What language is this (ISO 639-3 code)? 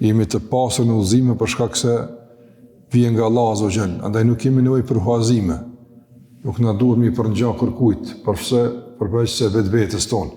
sqi